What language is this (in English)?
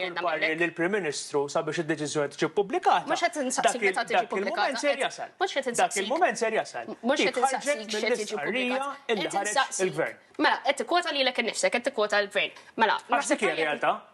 Maltese